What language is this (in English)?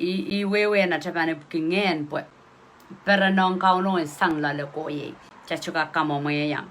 Pohnpeian